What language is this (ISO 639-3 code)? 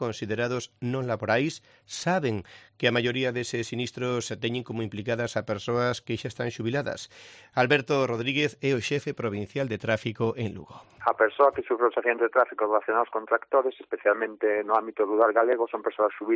glg